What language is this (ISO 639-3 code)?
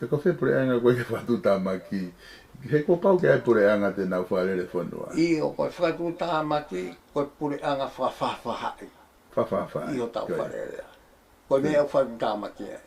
ton